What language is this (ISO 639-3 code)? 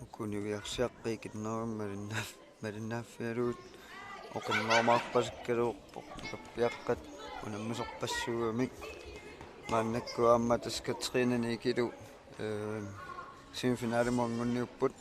kal